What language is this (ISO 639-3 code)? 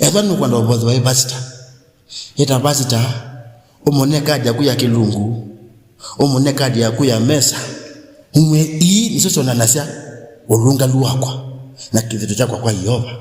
kam